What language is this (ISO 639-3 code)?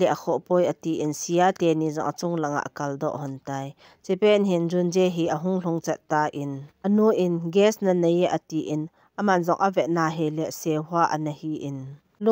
tcz